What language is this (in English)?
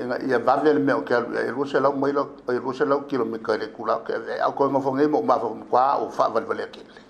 Samoan